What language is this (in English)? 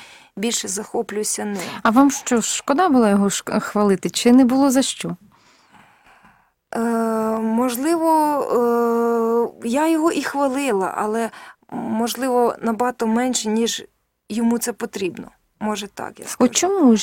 Ukrainian